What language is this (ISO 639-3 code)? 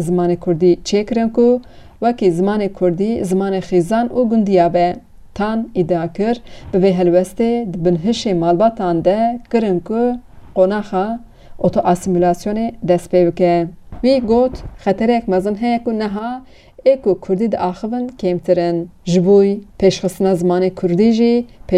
kur